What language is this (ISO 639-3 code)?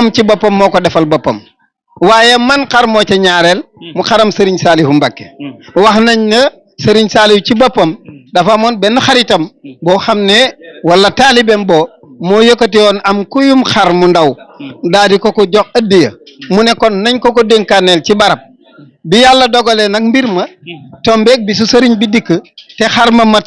wol